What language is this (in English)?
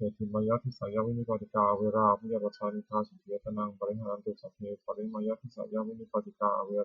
Pali